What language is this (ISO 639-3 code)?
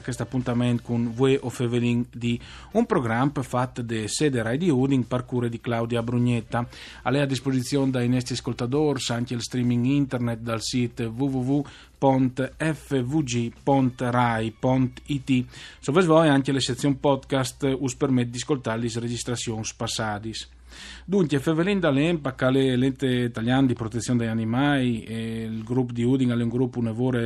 fur